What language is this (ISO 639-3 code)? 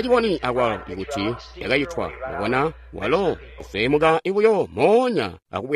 toi